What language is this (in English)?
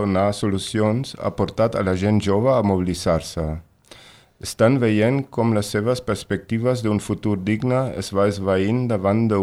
Catalan